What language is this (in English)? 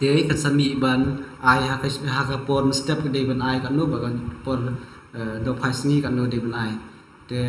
Khasi